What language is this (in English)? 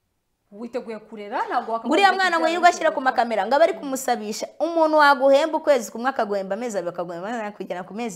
Kinyarwanda